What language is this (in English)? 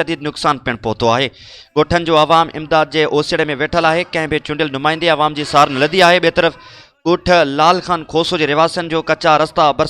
Sindhi